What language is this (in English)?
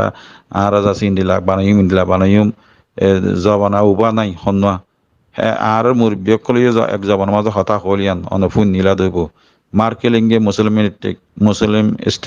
Rohingya